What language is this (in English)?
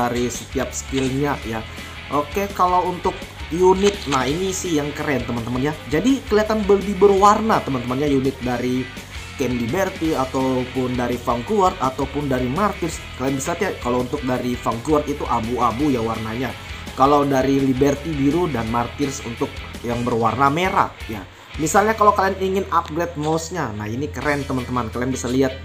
Indonesian